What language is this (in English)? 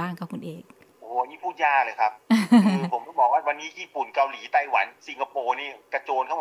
Thai